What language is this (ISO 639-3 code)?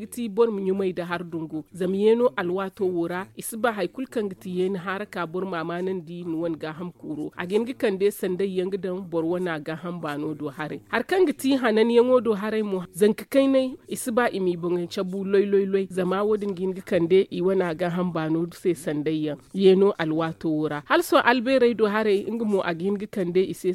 dje